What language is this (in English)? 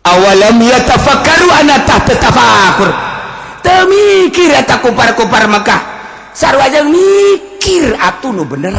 Sundanese